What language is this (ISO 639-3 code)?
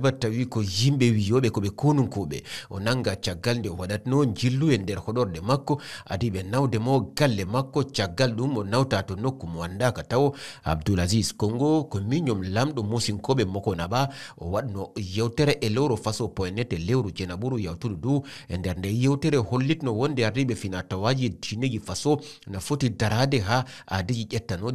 ful